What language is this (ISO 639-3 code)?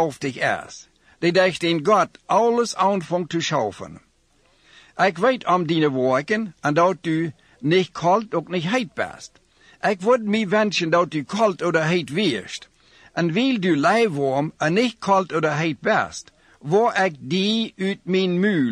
pdt